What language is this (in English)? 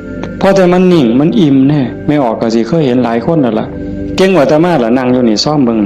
Northeastern Thai